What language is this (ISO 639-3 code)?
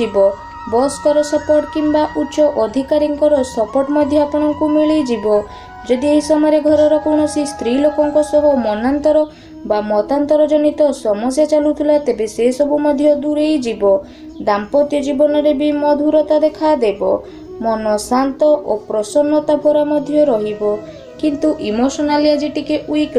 ori